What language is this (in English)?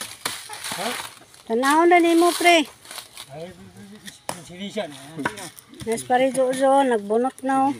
Cebuano